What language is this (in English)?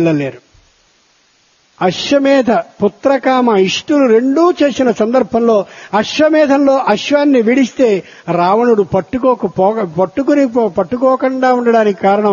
Telugu